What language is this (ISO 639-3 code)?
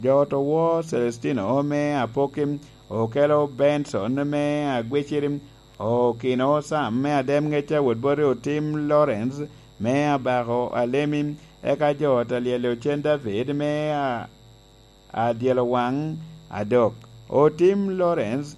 laj